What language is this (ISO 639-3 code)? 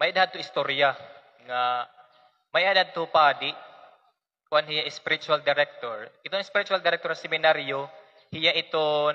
war